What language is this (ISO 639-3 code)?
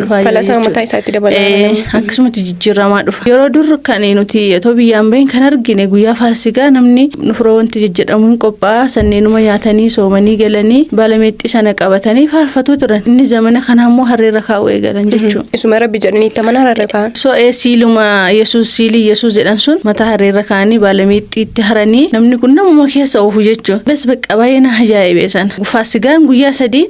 orm